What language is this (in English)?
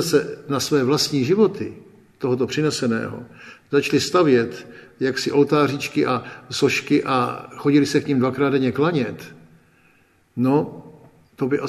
Czech